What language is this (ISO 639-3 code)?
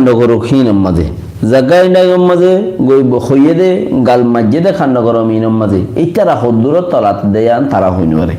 rhg